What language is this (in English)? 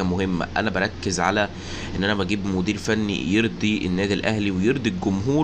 Egyptian Arabic